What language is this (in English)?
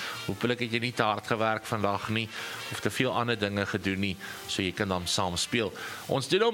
Afrikaans